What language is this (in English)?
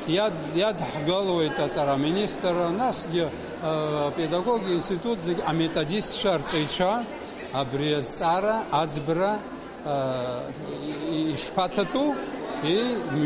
Abkhazian